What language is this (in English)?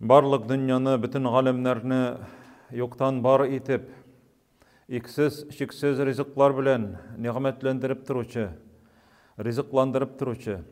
Tatar